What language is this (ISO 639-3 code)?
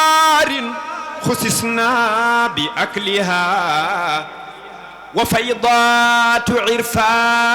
ful